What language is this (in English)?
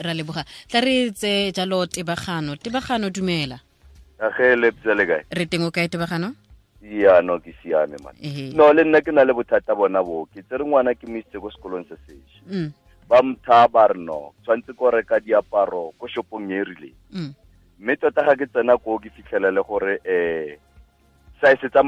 Southern Sotho